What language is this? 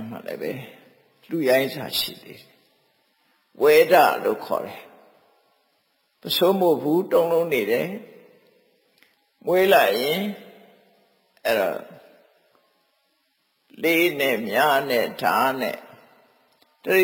Burmese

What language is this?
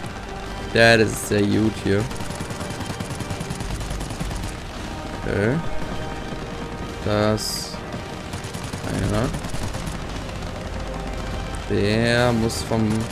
German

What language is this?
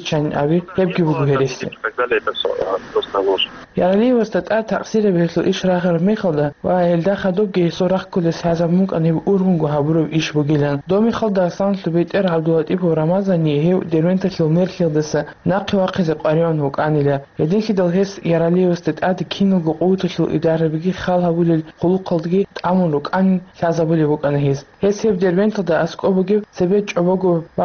Avaric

